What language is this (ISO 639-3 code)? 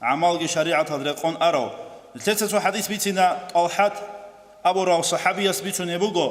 ava